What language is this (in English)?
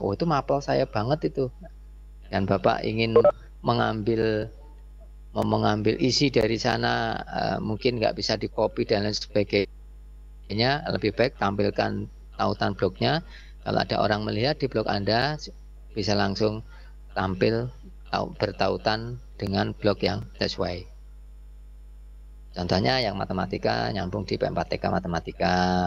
Indonesian